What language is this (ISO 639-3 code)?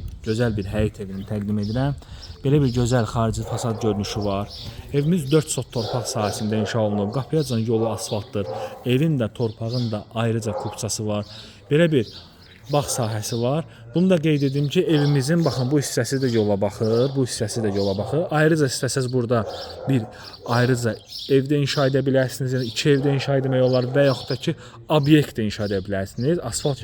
aze